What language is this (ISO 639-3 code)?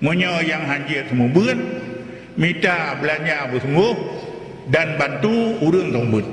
ace